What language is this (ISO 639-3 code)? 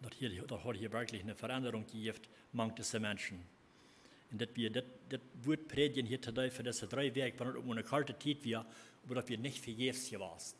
pdt